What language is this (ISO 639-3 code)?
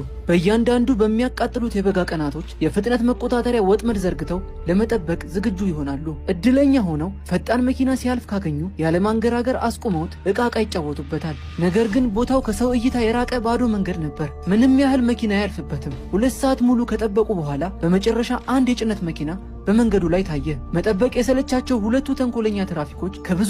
amh